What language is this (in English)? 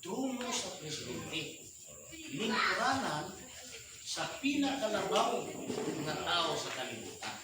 Cebuano